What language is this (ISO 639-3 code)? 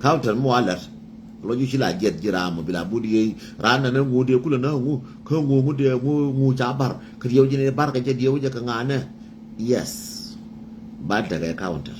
nus